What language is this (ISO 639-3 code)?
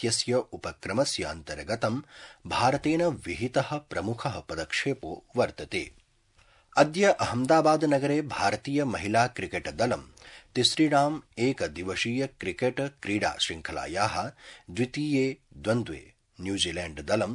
san